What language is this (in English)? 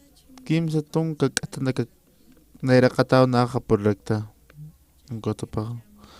Aymara